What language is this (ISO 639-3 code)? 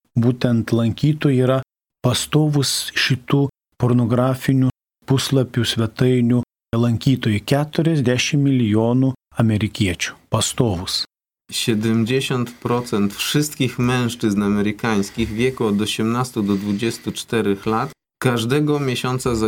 lit